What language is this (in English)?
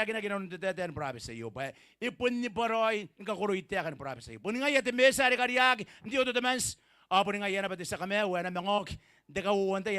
Gilbertese